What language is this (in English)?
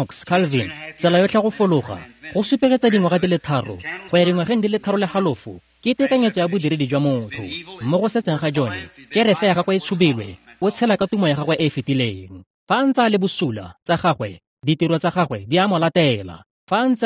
Tswana